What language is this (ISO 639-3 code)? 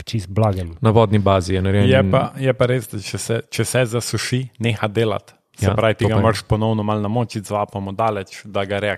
slv